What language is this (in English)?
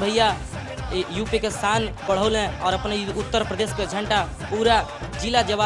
Bhojpuri